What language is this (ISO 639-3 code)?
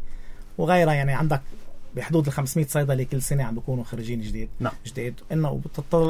apc